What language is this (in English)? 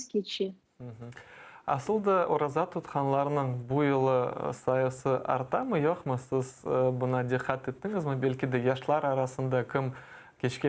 Crimean Tatar